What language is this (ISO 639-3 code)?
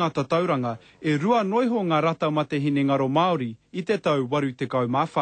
mri